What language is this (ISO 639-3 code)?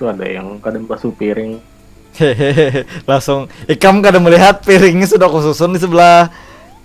bjn